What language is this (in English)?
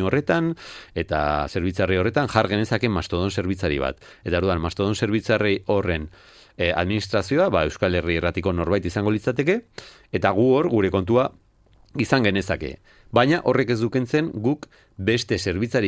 Basque